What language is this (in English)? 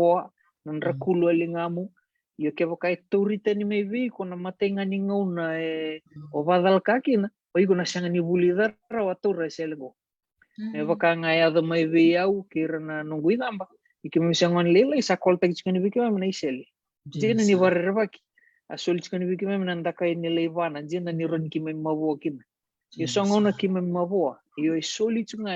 Fijian